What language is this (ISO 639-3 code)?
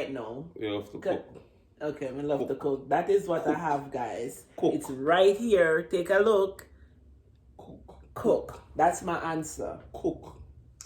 jam